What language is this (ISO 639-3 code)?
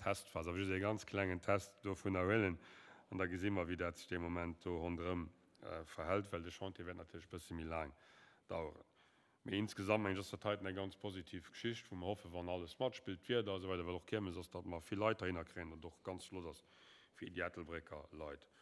ltz